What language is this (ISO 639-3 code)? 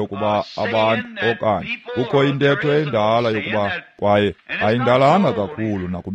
xho